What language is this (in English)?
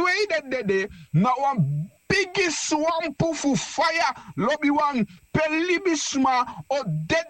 Sranan Tongo